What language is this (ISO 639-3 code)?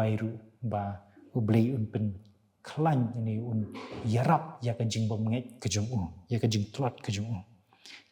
kha